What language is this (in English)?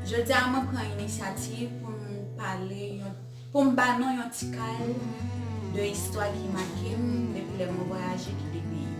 Haitian Creole